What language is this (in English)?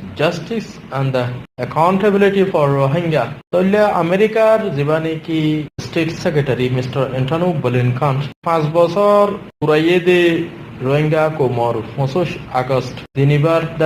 Rohingya